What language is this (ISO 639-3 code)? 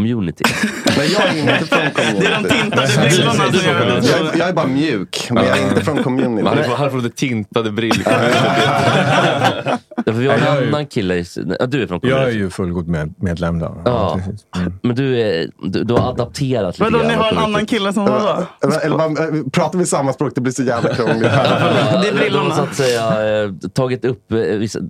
swe